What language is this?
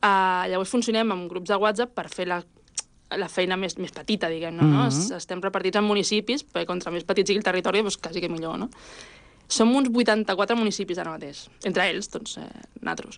Catalan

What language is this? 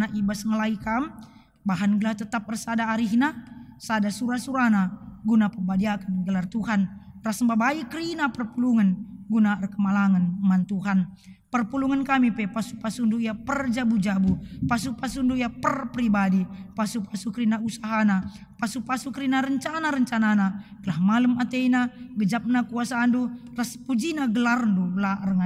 Batak Karo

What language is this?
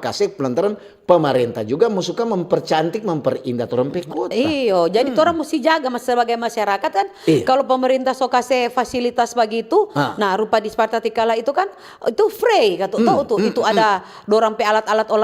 Manado Malay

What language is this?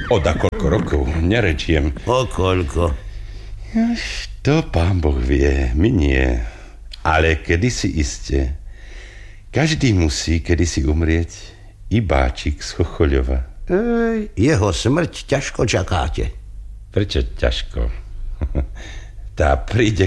Slovak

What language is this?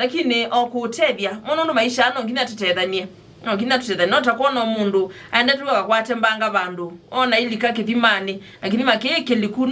Kamba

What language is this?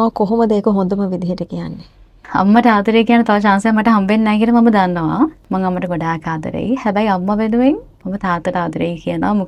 Sinhala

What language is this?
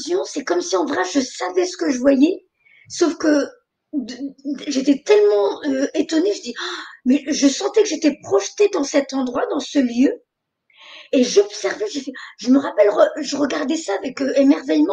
French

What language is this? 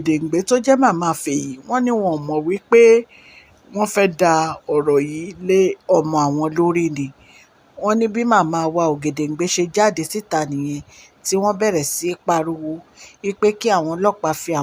Yoruba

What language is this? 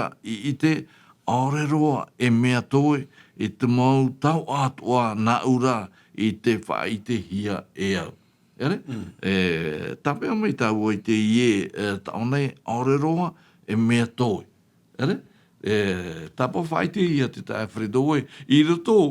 Tahitian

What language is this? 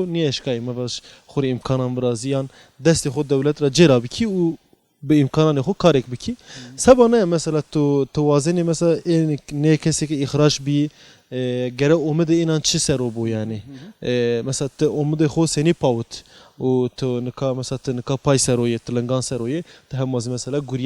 Zaza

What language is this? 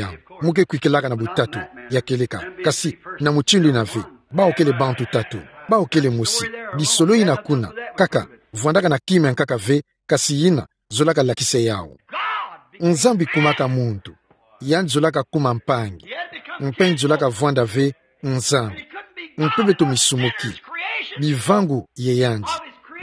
Kituba (Democratic Republic of Congo)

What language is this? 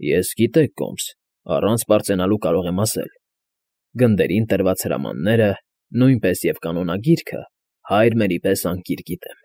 Armenian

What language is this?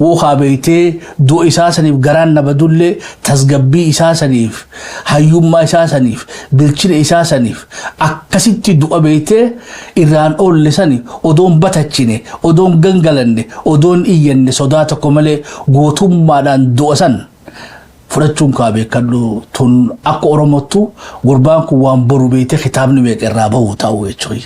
Oromo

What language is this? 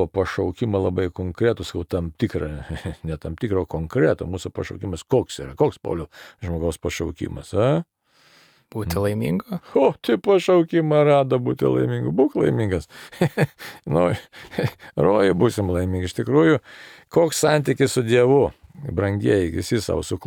Lithuanian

